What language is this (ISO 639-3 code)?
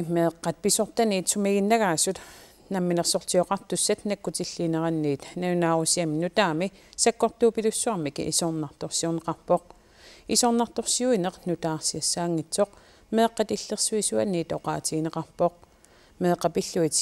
kal